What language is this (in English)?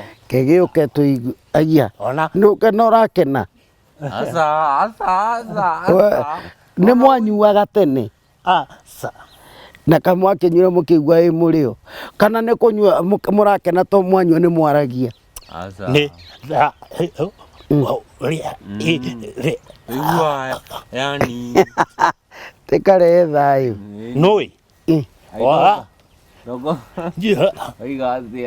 Kikuyu